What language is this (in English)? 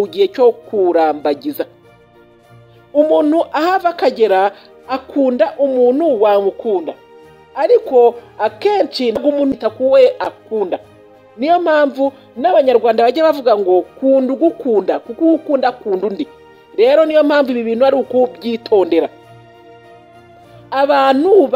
Kinyarwanda